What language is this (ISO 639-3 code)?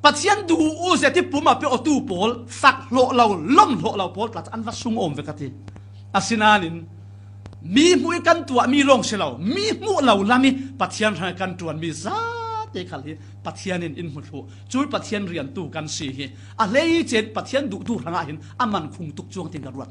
cfm